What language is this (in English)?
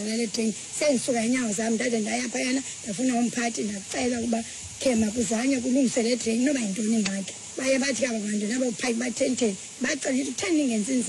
Xhosa